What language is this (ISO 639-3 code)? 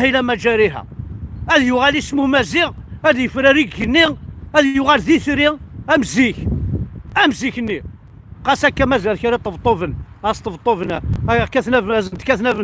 kab